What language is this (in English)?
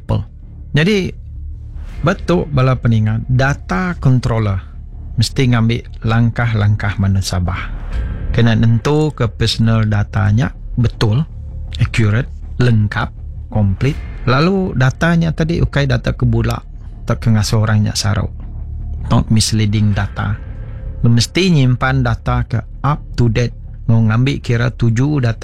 Iban